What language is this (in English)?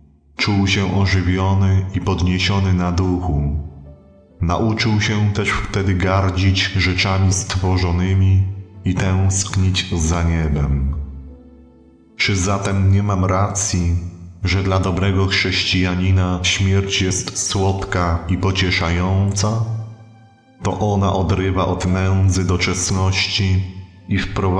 Polish